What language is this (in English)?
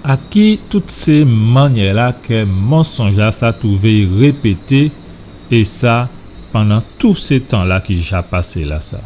Guadeloupean Creole French